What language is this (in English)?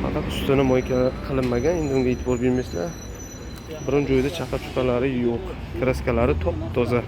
Uzbek